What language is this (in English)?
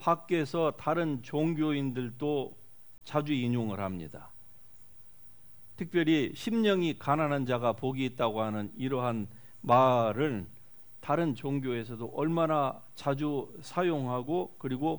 Korean